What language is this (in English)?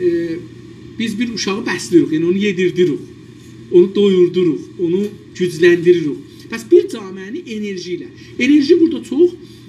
South Azerbaijani